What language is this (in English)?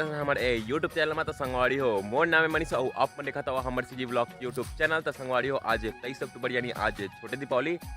Chhattisgarhi